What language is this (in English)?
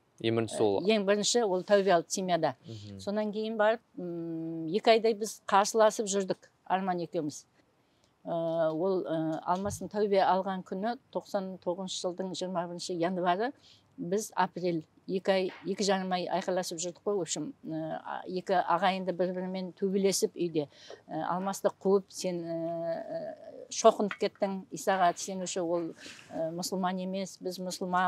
Kazakh